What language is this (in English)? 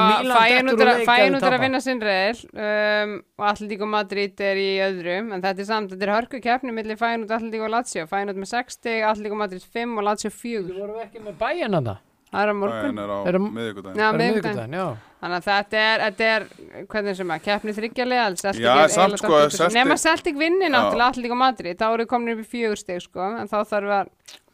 Icelandic